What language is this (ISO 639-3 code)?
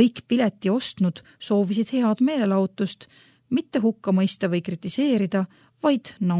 est